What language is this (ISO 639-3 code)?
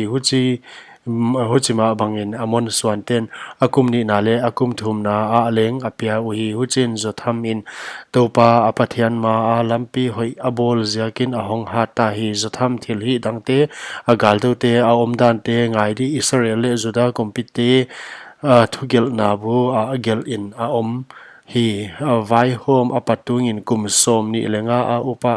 pck